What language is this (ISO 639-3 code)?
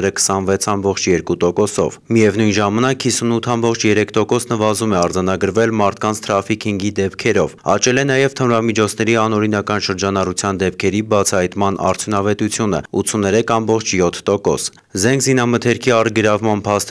hye